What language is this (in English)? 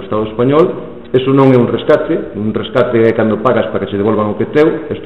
Galician